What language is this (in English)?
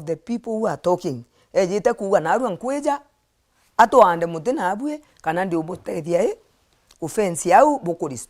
Meru